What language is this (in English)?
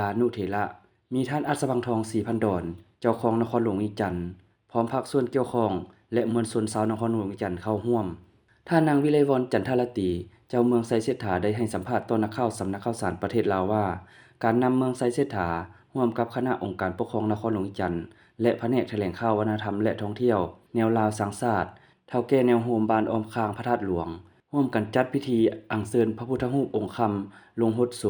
Lao